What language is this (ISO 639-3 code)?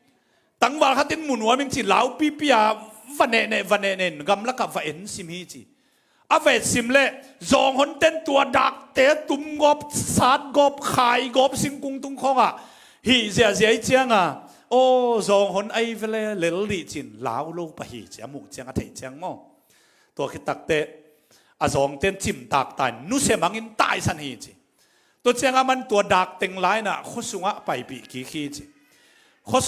ctd